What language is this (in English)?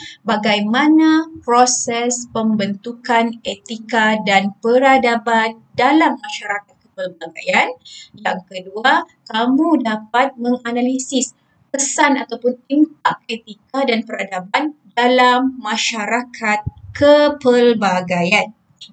Malay